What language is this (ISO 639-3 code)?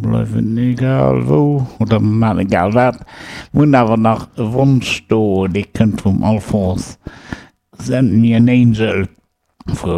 ltz